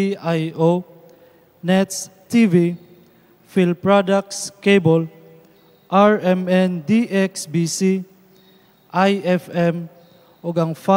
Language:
Cebuano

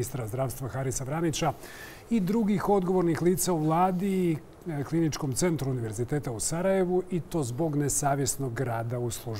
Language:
Bosnian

